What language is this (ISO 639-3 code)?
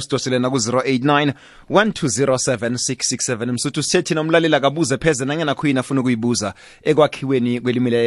nbl